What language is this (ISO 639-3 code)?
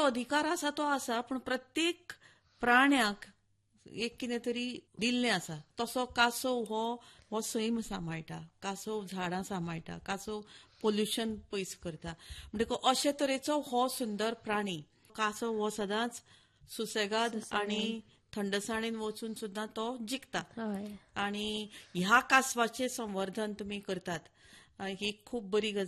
kok